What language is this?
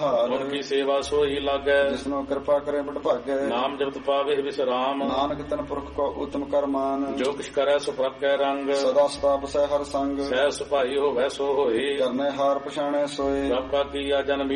Punjabi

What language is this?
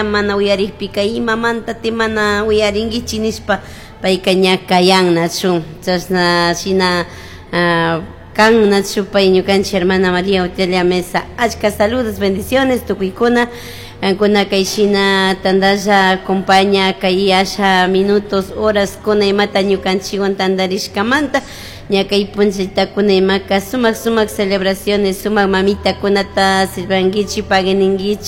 Chimborazo Highland Quichua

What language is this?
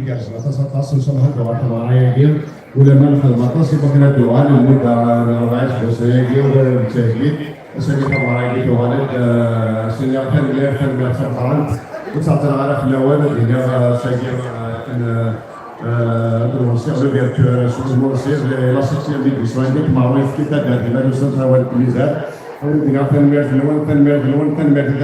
Kabyle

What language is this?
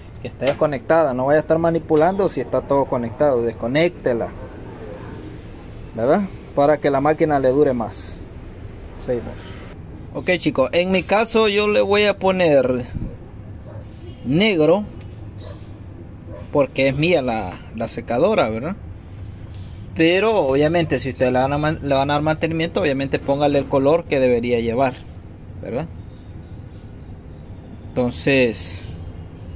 Spanish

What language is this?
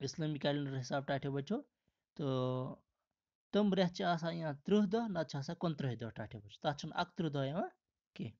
Kashmiri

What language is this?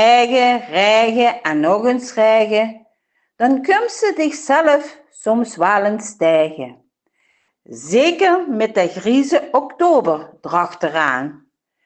Limburgish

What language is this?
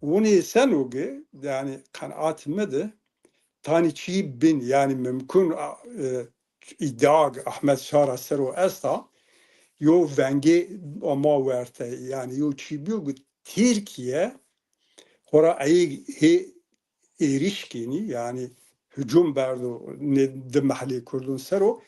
Zaza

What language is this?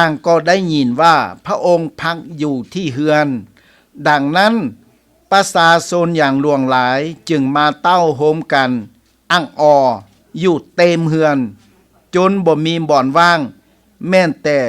Lao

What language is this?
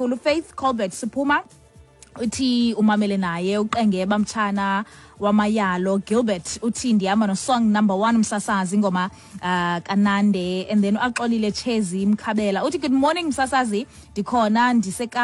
Xhosa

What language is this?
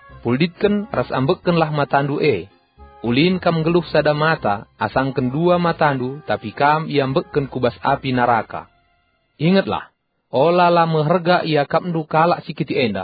Batak Karo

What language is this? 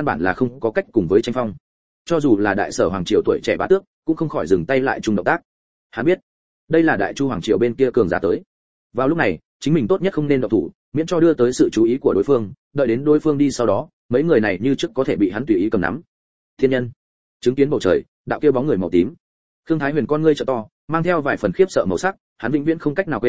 Vietnamese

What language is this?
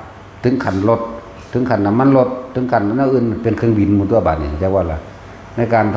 Lao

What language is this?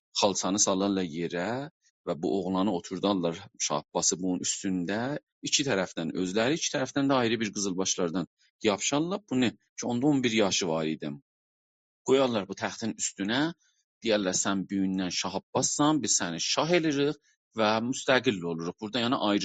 South Azerbaijani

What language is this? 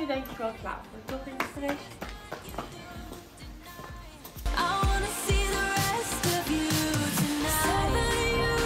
Dutch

